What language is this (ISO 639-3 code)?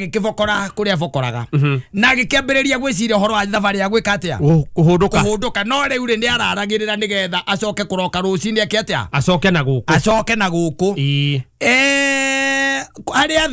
kik